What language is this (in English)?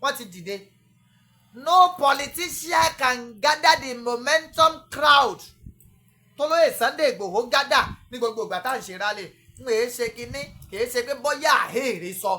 Yoruba